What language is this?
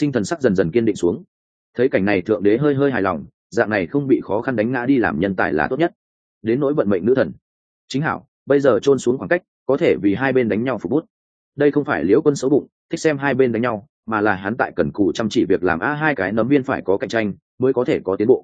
Vietnamese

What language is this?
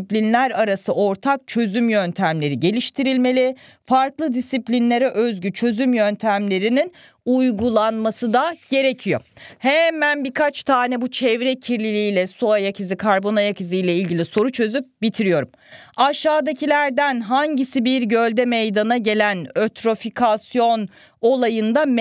Turkish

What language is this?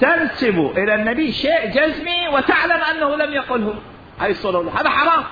Mesopotamian Arabic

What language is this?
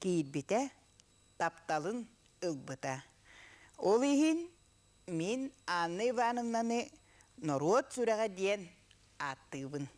Yakut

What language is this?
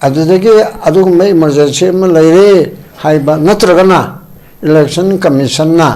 Manipuri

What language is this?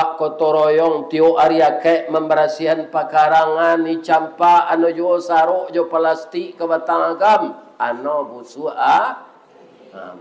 Minangkabau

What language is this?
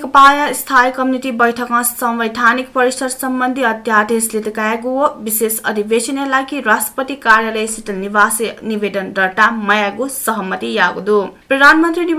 Newari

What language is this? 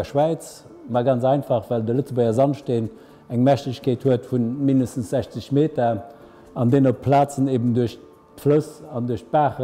Luxembourgish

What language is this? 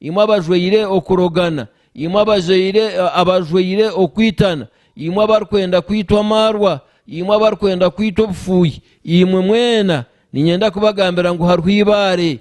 Nyankole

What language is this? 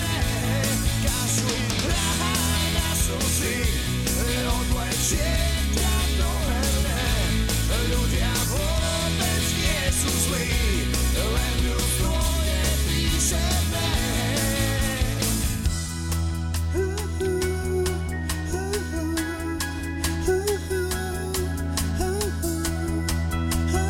Slovak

